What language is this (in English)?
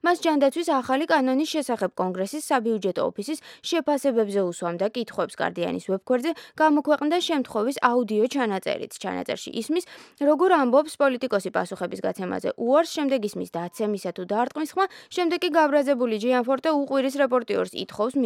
Georgian